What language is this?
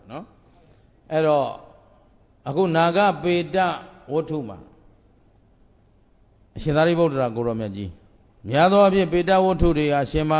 Burmese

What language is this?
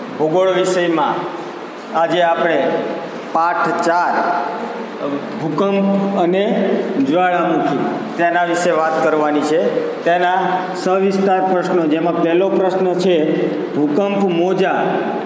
Gujarati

